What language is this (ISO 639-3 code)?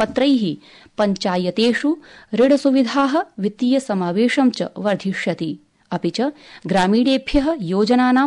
san